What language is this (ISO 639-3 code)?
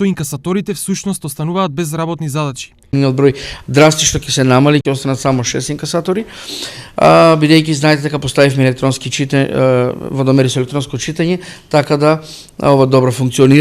mkd